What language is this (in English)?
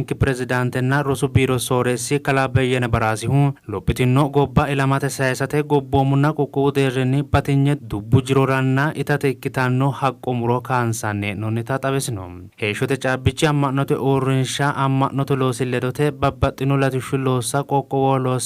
Sidamo